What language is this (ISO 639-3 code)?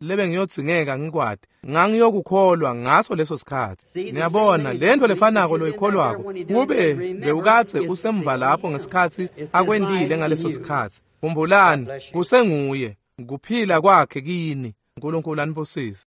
ssw